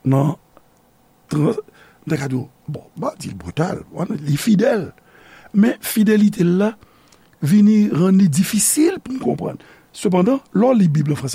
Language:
Haitian Creole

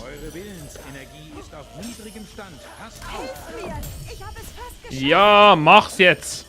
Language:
Swiss German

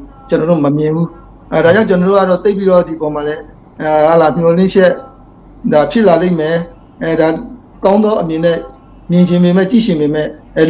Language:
Burmese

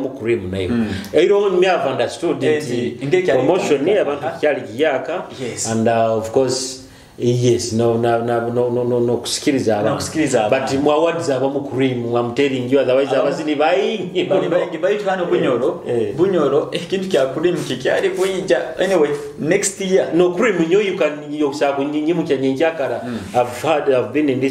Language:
Nyoro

